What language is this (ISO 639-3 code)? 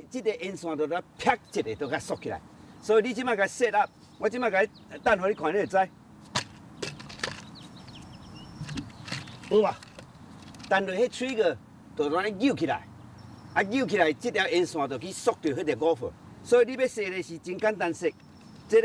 nan